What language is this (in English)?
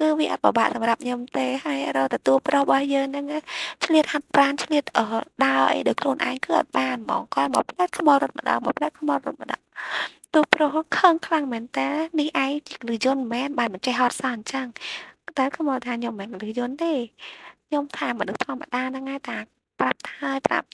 Khmer